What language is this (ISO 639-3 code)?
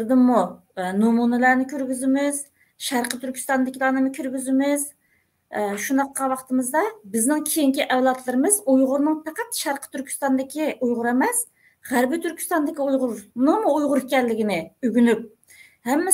uig